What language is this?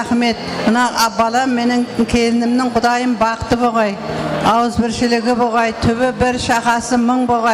Kara-Kalpak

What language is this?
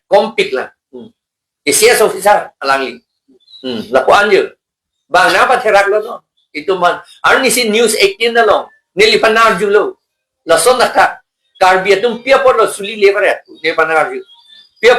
Karbi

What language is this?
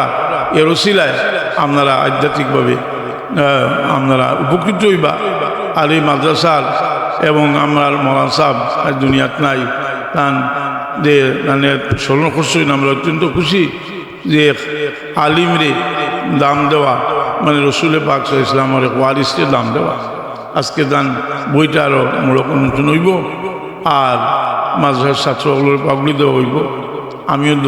Sylheti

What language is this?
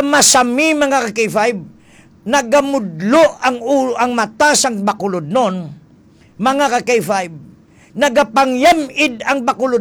Hiligaynon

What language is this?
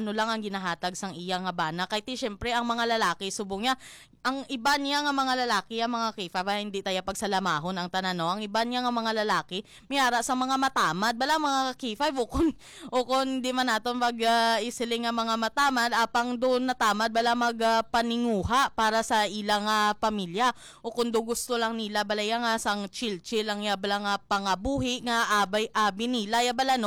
Hiligaynon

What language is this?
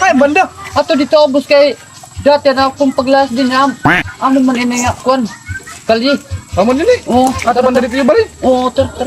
Waray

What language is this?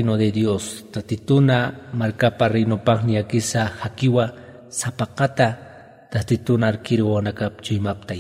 Aymara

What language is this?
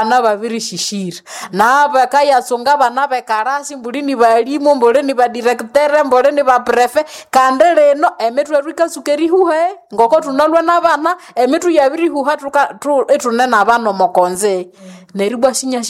Nande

